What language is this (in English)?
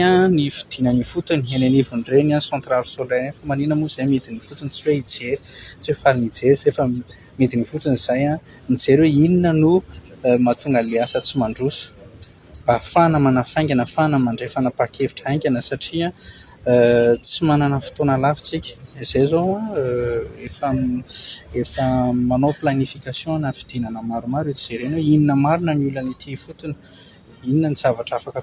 Malagasy